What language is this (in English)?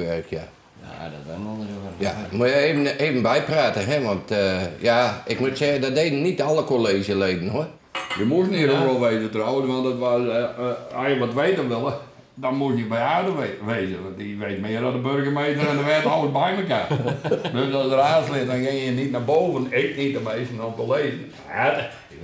Western Frisian